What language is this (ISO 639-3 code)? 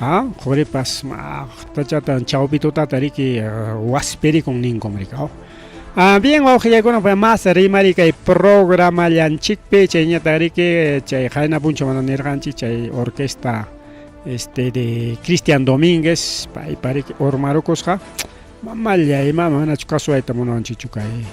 quy